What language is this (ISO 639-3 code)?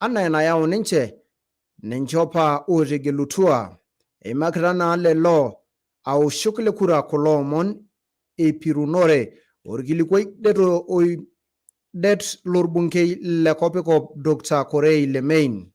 mas